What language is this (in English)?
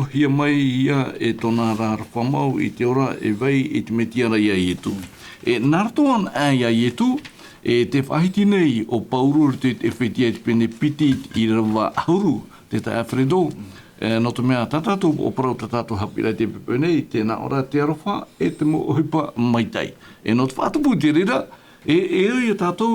Tahitian